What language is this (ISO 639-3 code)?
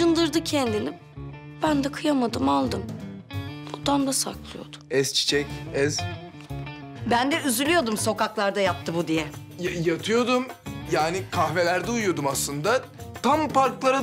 tur